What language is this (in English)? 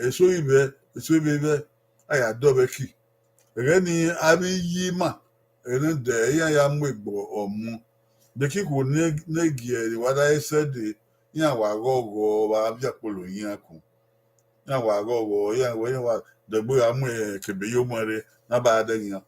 Bini